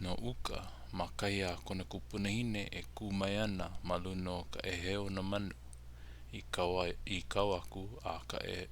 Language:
Hawaiian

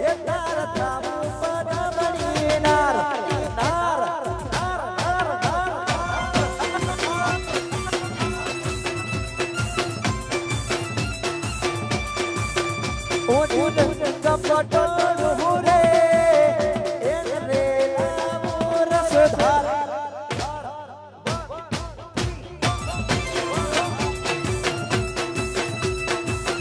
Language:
Gujarati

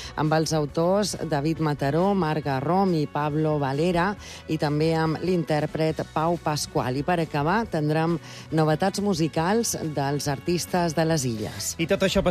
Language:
Catalan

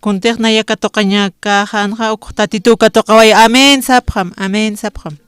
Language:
Aymara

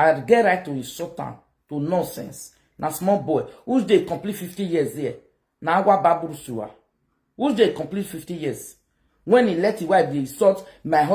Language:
Nigerian Pidgin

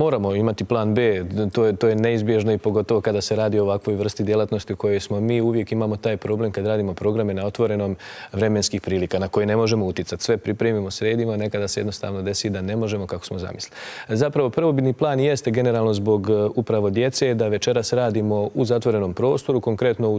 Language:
Bosnian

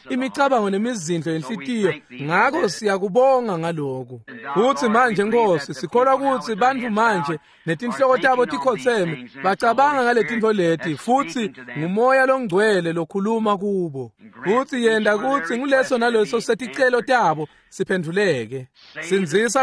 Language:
Swati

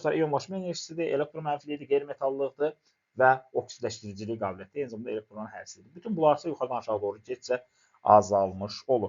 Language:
Azerbaijani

